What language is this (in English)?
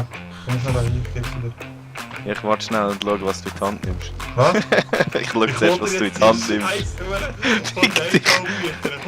Swiss German